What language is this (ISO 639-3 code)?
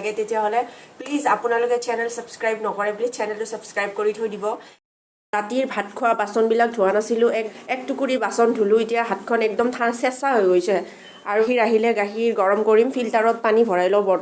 asm